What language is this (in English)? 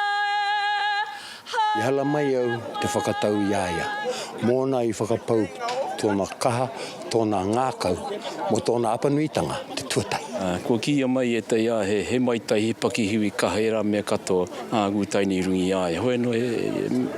Māori